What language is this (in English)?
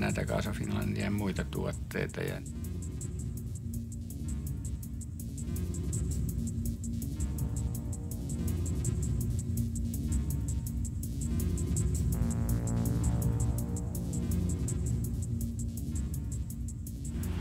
Finnish